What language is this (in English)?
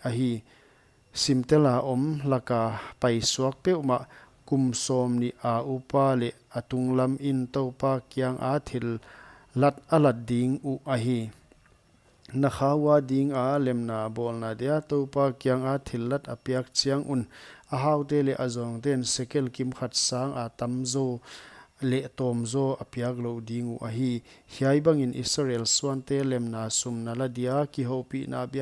Paite Chin